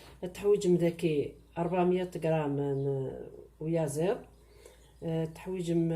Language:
Kabyle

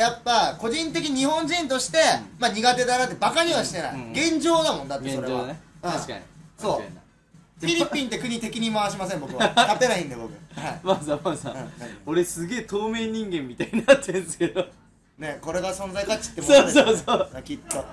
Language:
Japanese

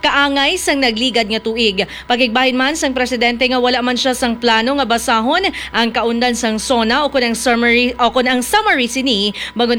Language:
Hiligaynon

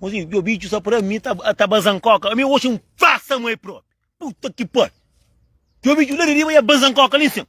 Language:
Kabuverdianu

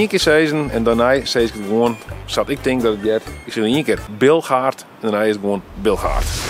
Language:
Western Frisian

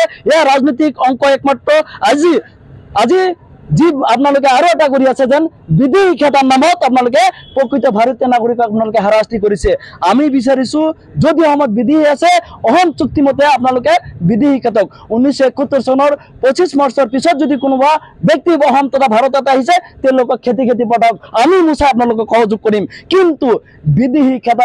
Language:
Assamese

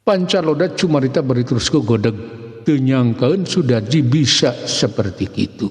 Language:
Sundanese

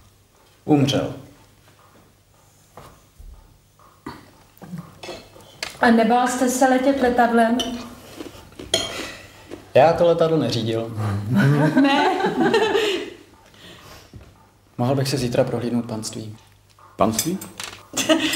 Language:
Czech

